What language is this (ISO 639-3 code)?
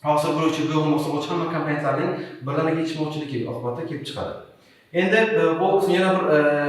uzb